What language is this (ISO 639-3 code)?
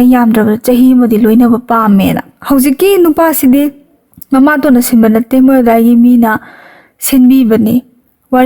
mni